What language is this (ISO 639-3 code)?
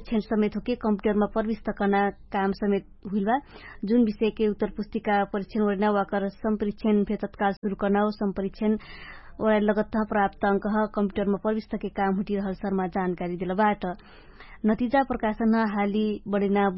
thl